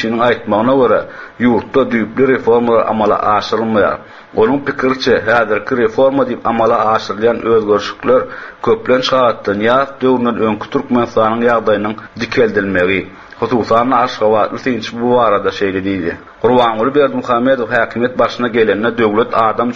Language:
Turkmen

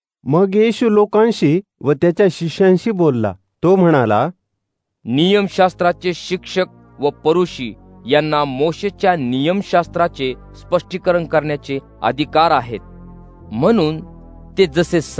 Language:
Marathi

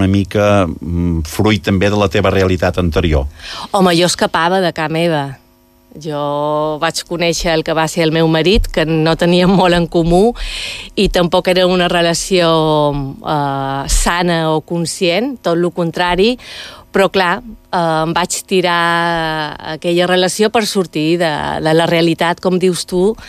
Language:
Catalan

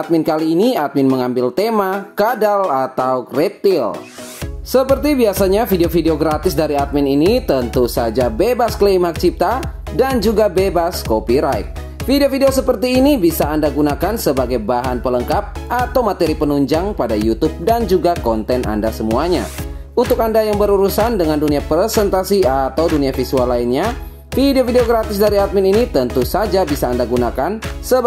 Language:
Indonesian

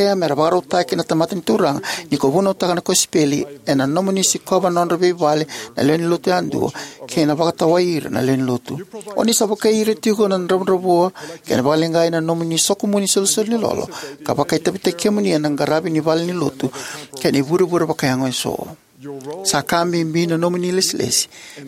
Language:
Fijian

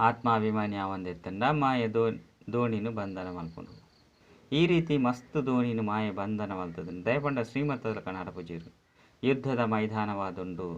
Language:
Tulu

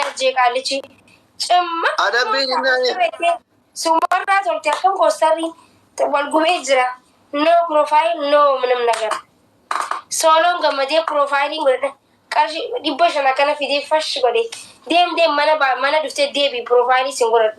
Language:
Oromo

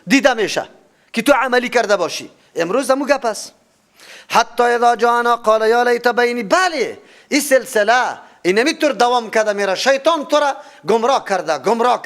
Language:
Persian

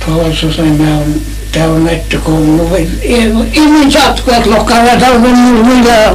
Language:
Faroese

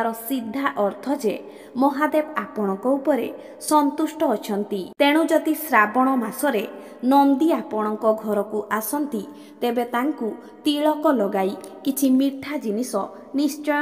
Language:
Odia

